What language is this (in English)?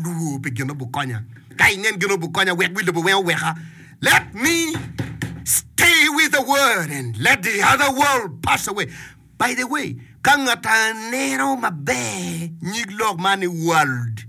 Acoli